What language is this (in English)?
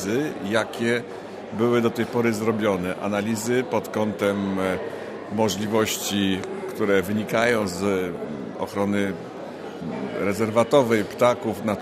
Polish